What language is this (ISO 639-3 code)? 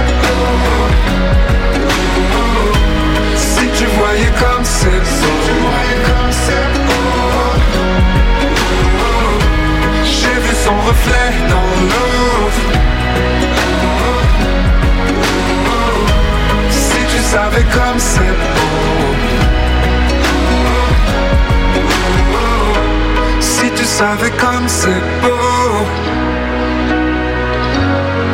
fra